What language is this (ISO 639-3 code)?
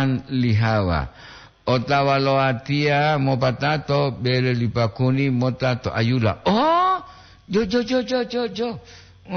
gor